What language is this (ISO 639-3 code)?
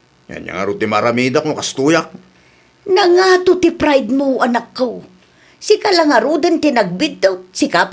ilo